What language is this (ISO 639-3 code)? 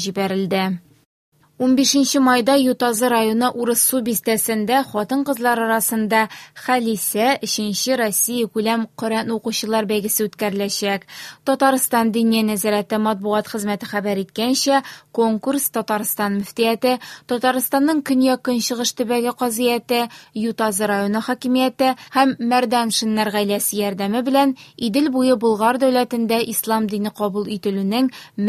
tat